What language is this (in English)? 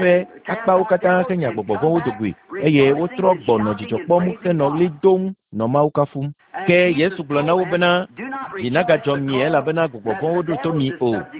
Ewe